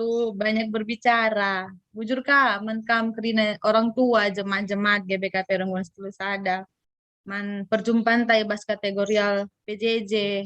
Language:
Batak Karo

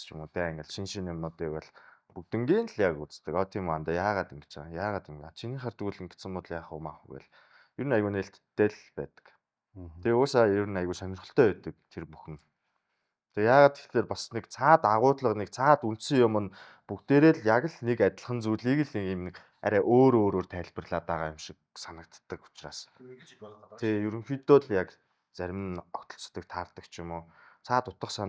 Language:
Mongolian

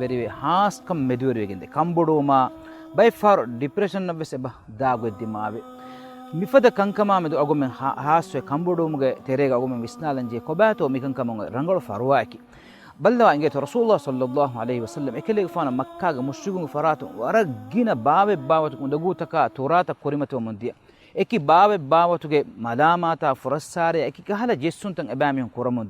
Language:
Divehi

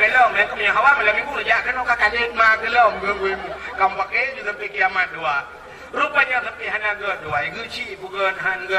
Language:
Achinese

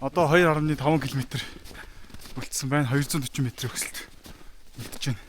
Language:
Mongolian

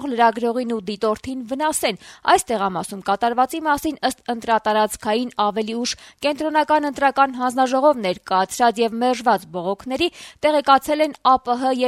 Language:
Armenian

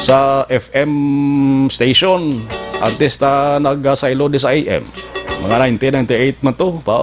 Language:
Hiligaynon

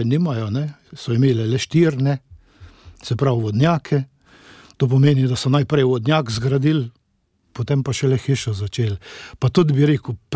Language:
Slovenian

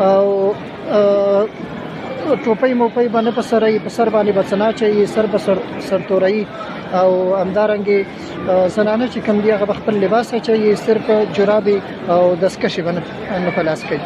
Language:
Pashto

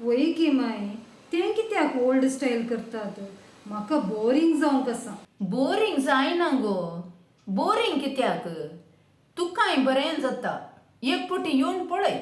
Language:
Konkani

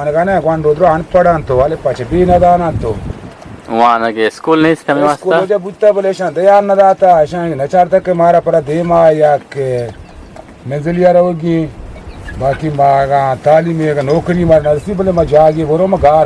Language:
Eastern Balochi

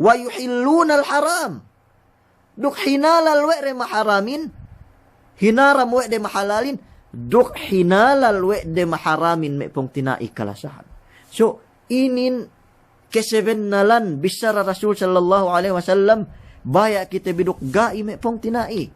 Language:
Yakan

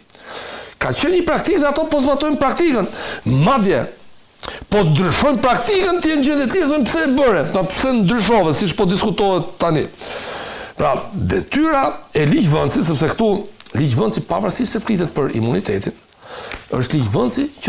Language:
Albanian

